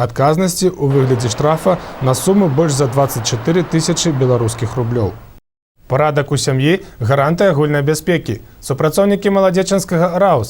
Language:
Belarusian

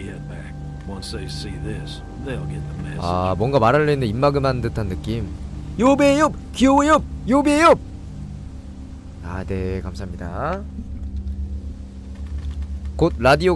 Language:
Korean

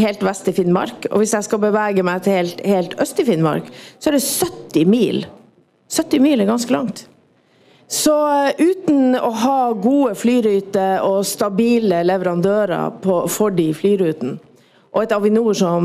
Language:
Norwegian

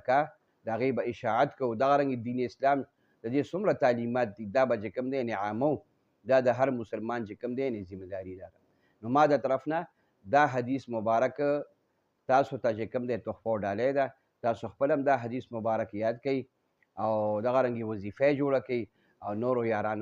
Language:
Pashto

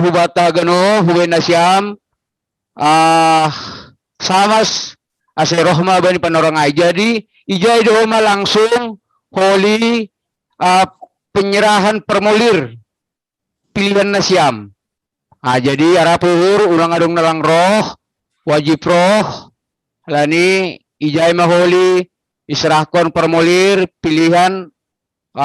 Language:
Batak Simalungun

